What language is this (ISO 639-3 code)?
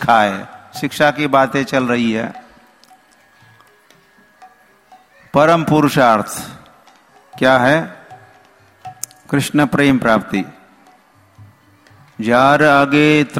hin